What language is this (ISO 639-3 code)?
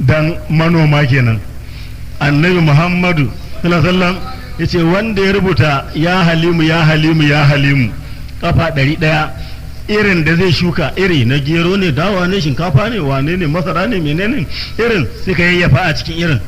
hau